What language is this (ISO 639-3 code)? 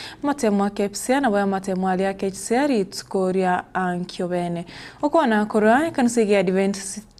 guz